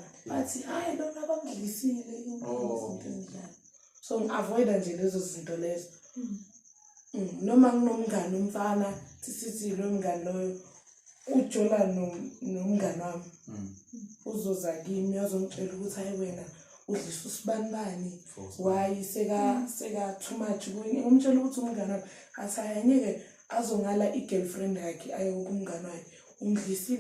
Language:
Zulu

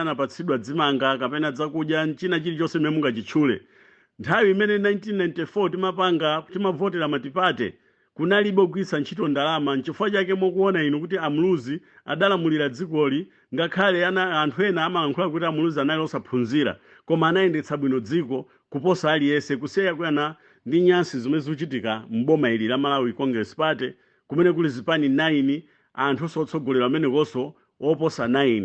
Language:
Nyanja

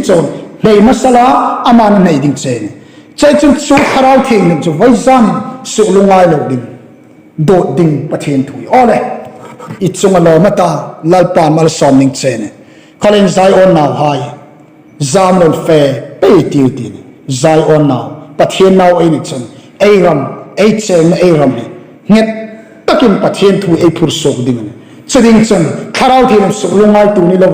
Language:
Hmar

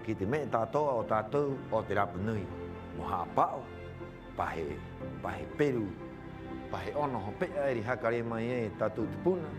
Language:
Rapanui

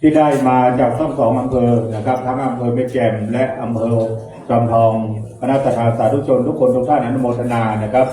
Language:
Pali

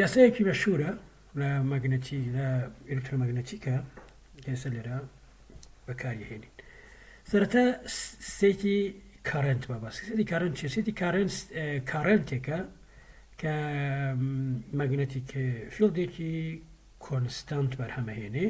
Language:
Central Kurdish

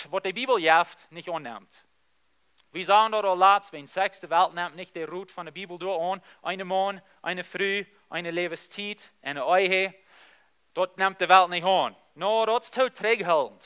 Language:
Plautdietsch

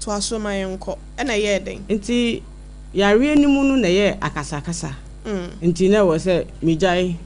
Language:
Akan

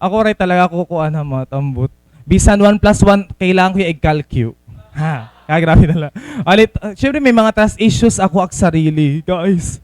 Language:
Waray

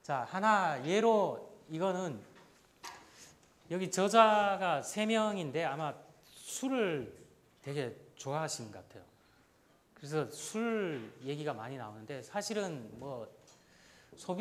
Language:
Korean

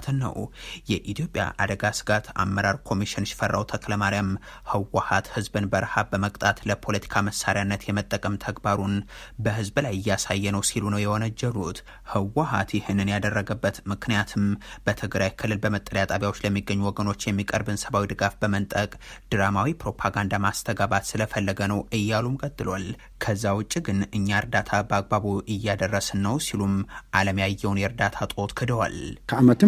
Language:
Amharic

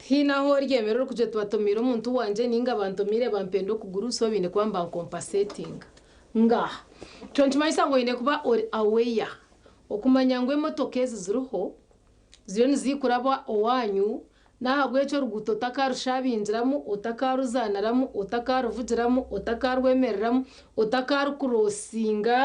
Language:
Nyankole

